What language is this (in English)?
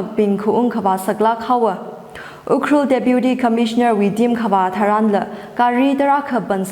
Tangkhul Naga (India)